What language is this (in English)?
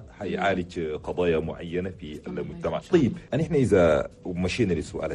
Chadian Arabic